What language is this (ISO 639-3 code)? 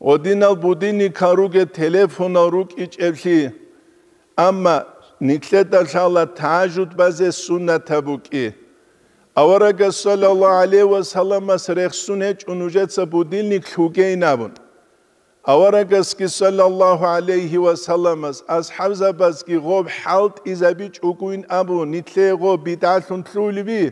ava